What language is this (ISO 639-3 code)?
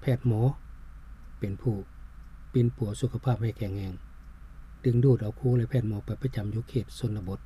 lao